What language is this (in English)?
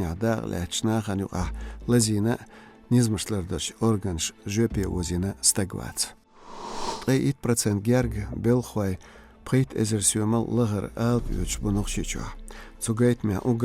Chechen